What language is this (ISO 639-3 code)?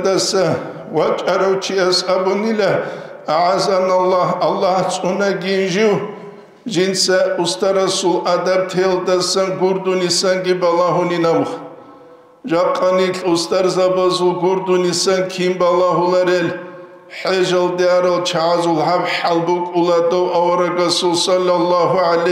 ava